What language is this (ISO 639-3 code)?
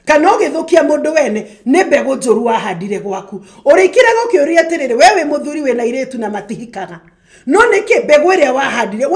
kik